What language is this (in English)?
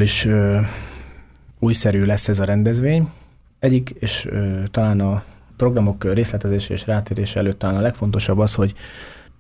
Hungarian